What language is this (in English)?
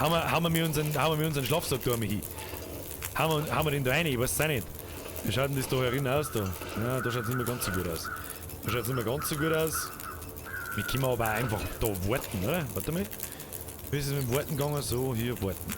Bavarian